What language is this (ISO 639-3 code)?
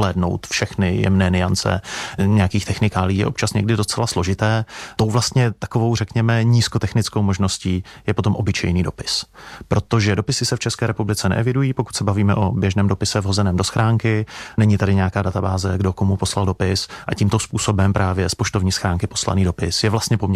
ces